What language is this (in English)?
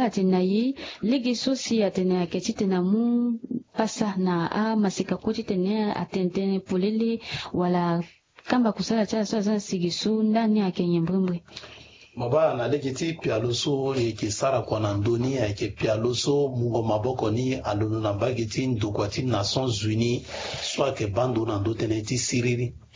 Sango